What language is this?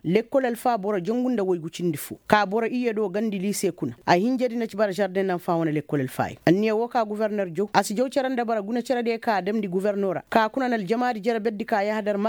Koyraboro Senni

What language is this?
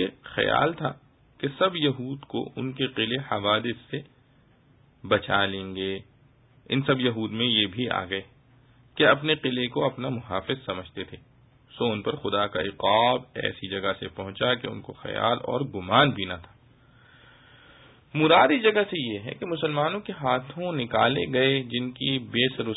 Urdu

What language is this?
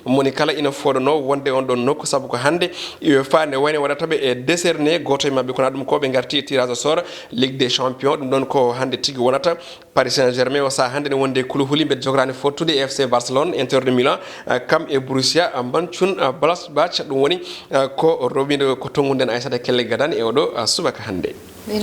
Fula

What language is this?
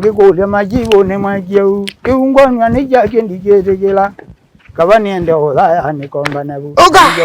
Kamba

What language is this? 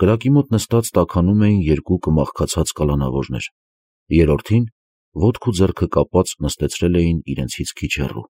Armenian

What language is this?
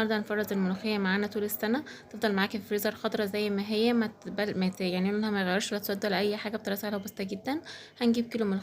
Egyptian Arabic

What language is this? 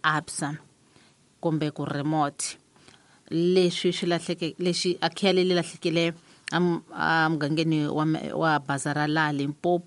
Tsonga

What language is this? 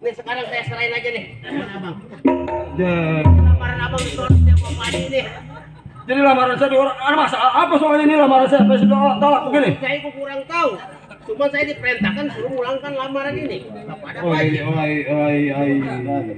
Betawi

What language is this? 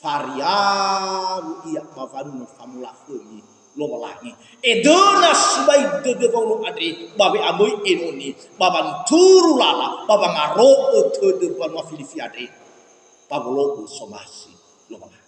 Nias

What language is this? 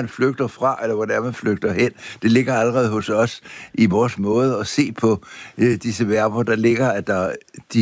Danish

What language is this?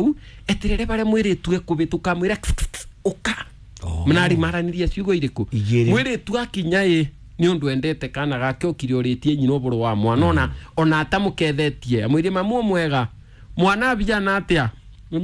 Kikuyu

